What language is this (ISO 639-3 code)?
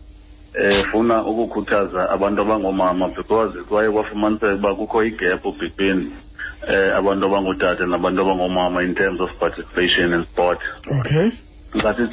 xho